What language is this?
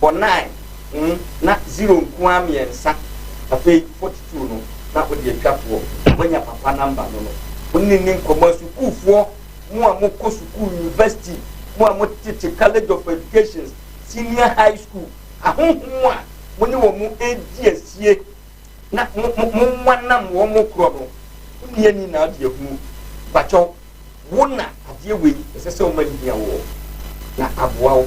Akan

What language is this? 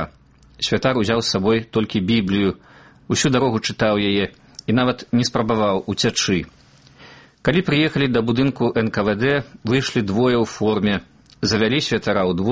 Belarusian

